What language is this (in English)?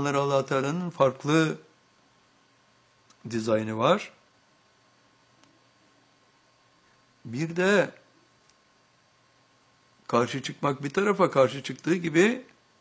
Turkish